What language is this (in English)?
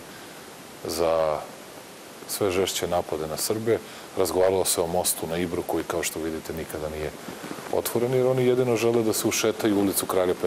Serbian